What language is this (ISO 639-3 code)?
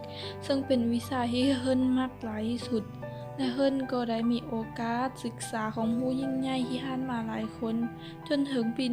lao